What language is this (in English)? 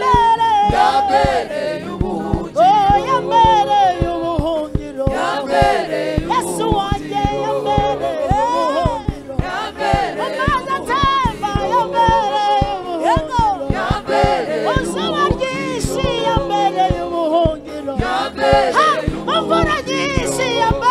Kinyarwanda